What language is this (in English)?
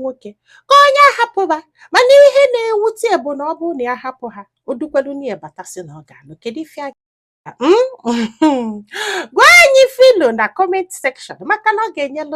Igbo